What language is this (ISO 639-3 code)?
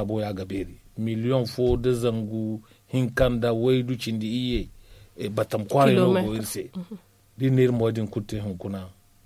dje